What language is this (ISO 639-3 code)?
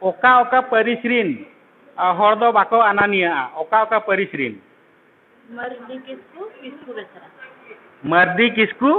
sat